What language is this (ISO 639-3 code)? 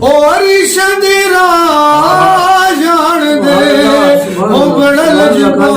skr